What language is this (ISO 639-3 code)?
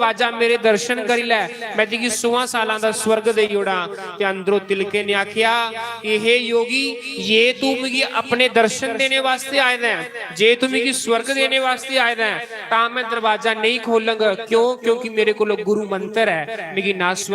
doi